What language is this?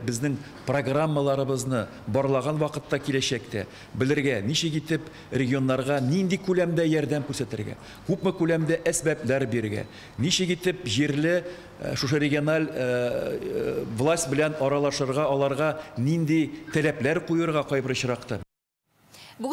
Tatar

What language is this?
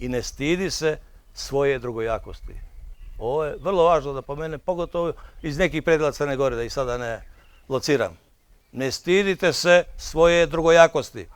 Bosnian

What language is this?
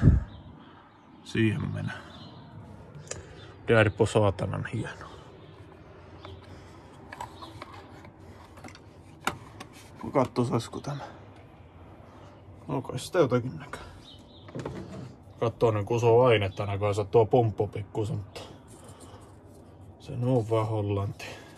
Finnish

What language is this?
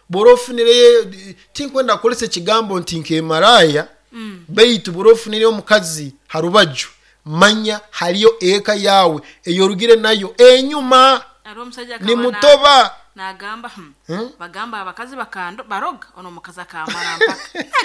Nyoro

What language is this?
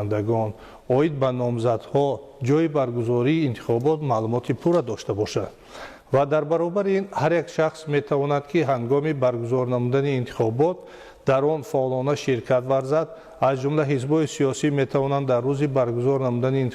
Tajik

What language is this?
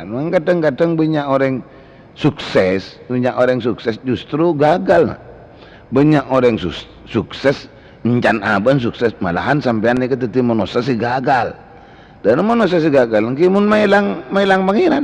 Madurese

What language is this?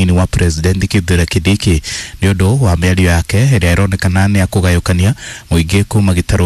Kikuyu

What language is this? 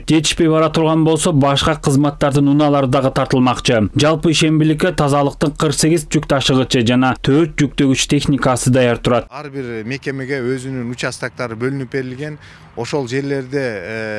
Kyrgyz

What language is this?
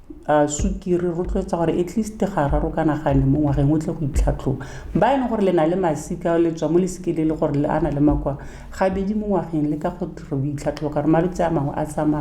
Tswana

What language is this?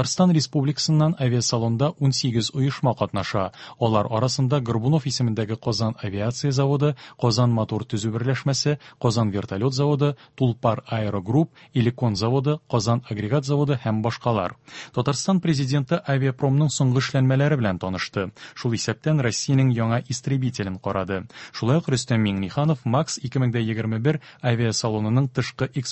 Tatar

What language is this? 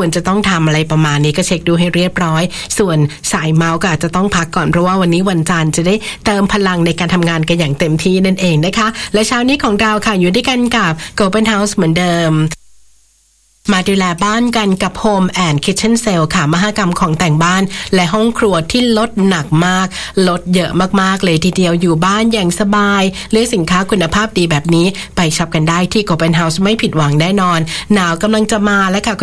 Thai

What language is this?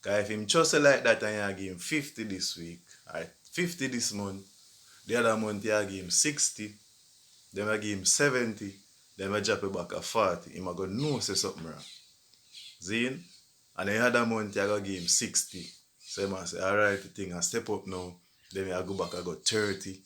Jamaican Creole English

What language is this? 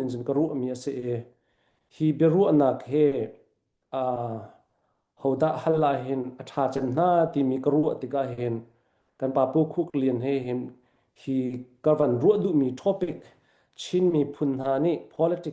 Hakha Chin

